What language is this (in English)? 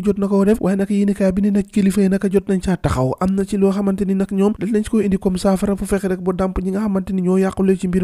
Wolof